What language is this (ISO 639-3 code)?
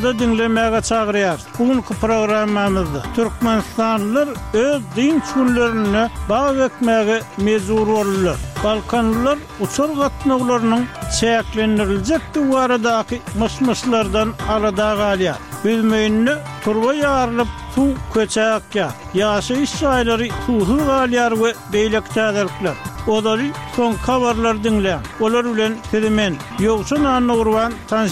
tuk